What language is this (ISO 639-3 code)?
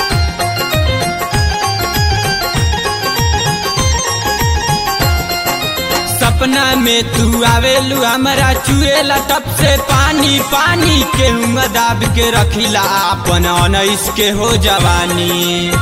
bho